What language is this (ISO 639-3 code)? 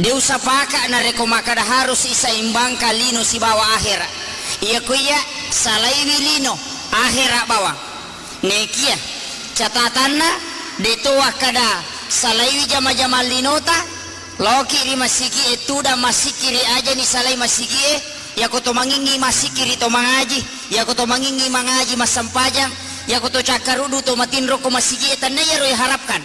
bug